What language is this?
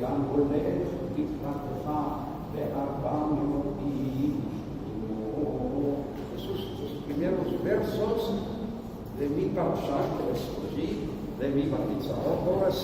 Ladino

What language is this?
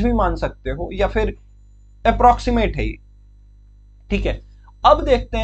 Hindi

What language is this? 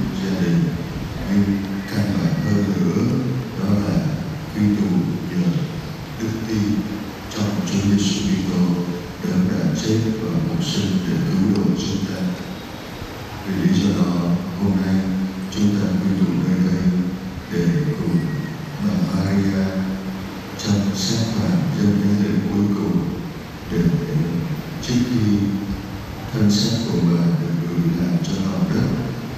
Vietnamese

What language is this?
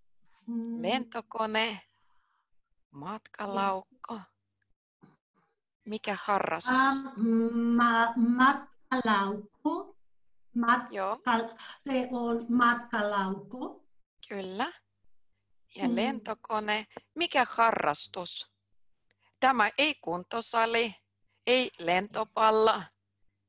Finnish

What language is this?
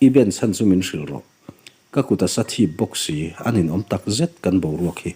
Mizo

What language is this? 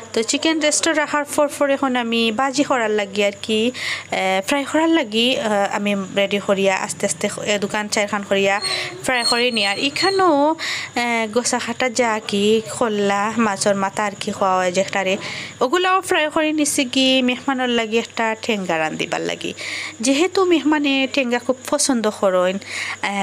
Sylheti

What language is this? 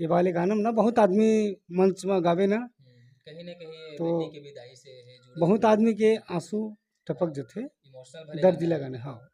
Chhattisgarhi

